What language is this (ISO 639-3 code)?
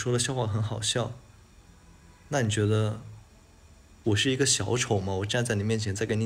zho